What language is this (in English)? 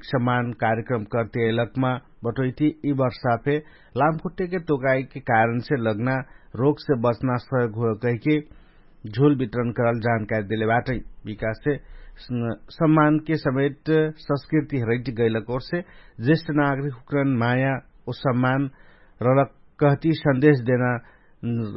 Dangaura Tharu